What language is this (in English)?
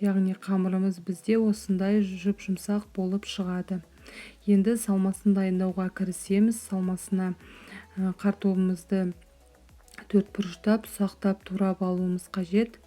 Kazakh